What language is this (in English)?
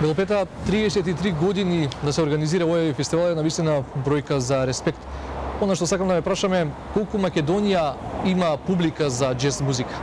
Macedonian